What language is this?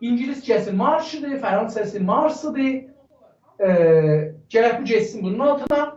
South Azerbaijani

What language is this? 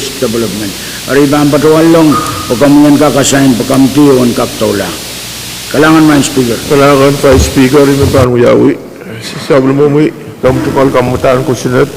Pohnpeian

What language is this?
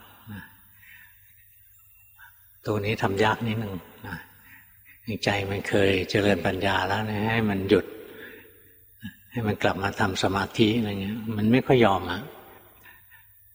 Thai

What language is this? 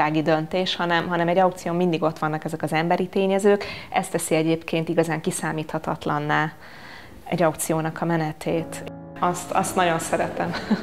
Hungarian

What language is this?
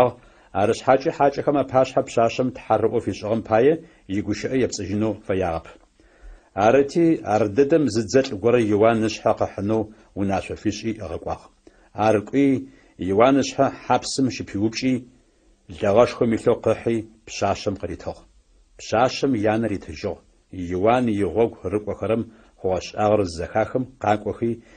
Adyghe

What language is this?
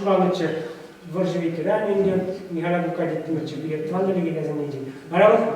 Chuvash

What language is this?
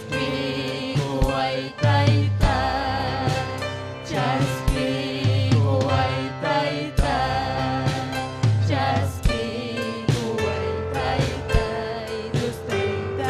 Ayacucho Quechua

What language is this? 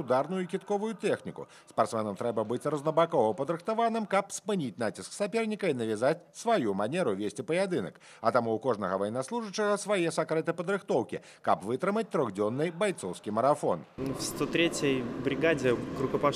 Belarusian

